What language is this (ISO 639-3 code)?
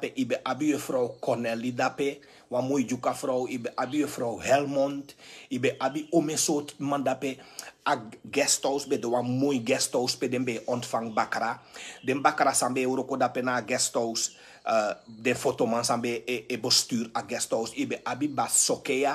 srn